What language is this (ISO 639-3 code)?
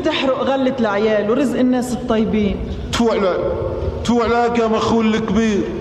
apc